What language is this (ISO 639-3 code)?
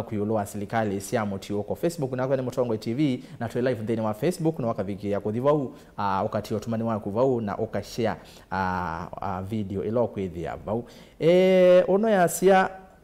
kam